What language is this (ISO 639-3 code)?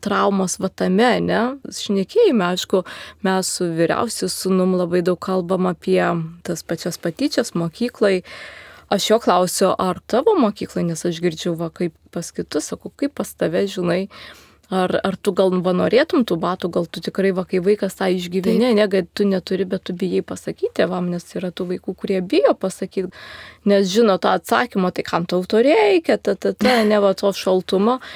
lit